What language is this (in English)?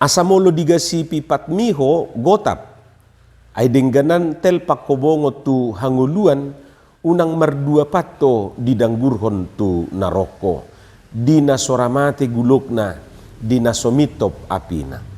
Batak Toba